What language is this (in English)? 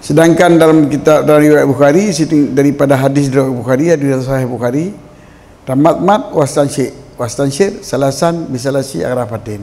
Achinese